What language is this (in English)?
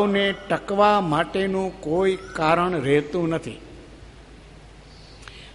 Gujarati